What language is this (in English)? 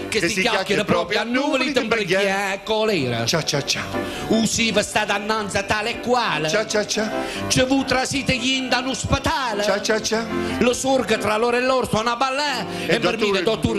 Italian